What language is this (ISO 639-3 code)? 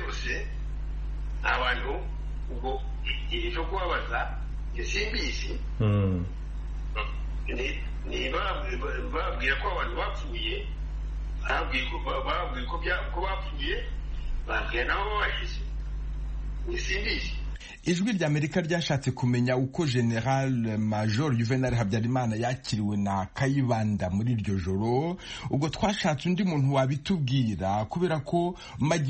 kin